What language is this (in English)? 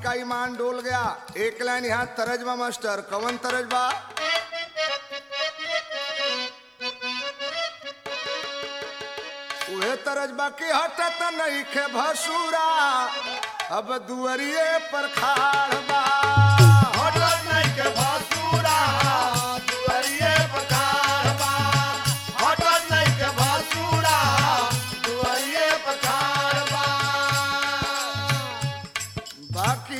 Bhojpuri